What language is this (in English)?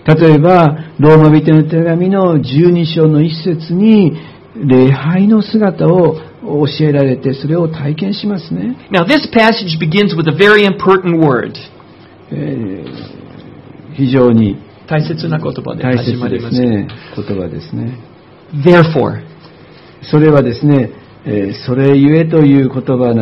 Japanese